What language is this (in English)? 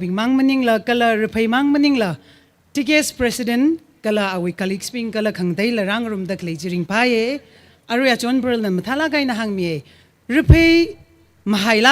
Tangkhul Naga (India)